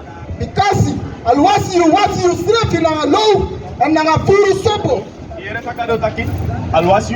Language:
Sranan Tongo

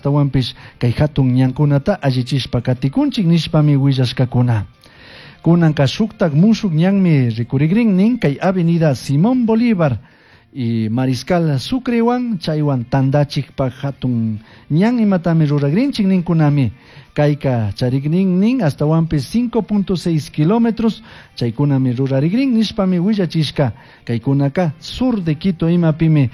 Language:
Chimborazo Highland Quichua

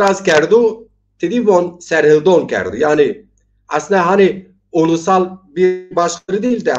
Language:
Zaza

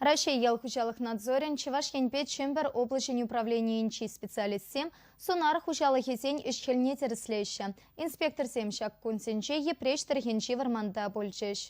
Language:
Chuvash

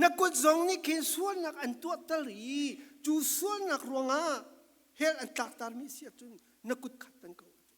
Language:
Falam Chin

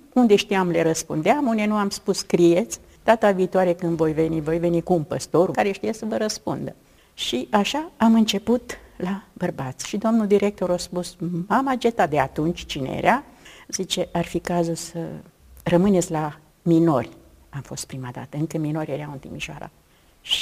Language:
Romanian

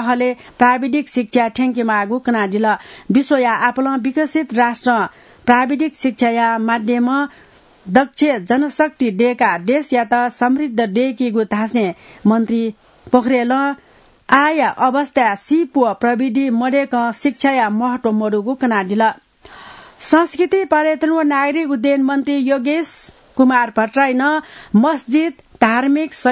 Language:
Newari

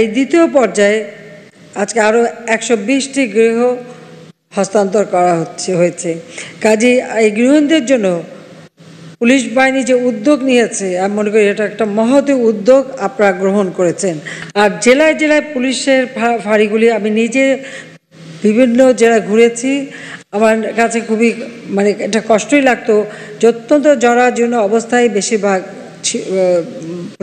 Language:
Bangla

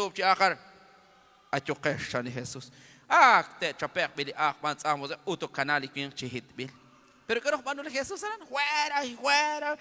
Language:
Kekchí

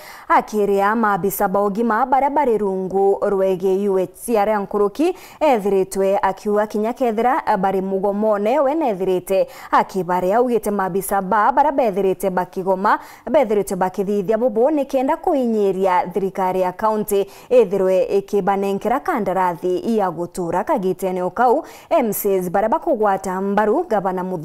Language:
Meru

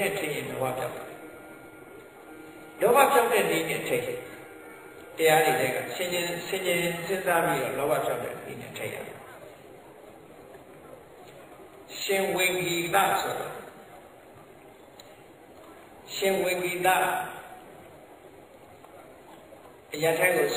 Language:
Burmese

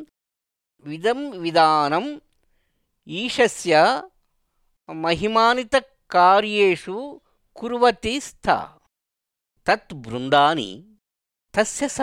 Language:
Sanskrit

